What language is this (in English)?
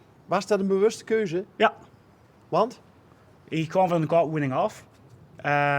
Limburgish